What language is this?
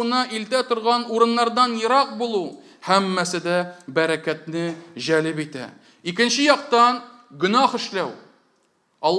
Tatar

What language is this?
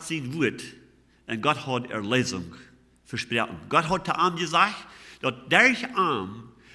Plautdietsch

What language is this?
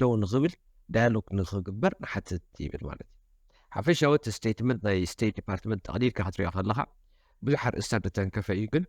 Tigrinya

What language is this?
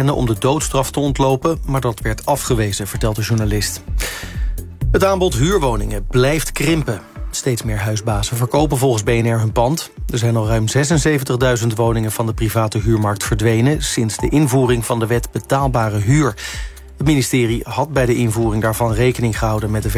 Dutch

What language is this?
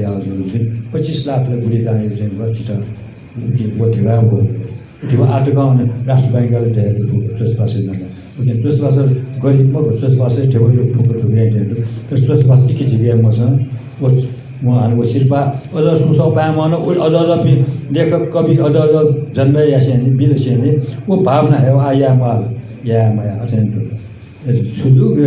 Newari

